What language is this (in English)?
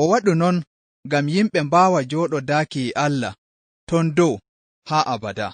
Fula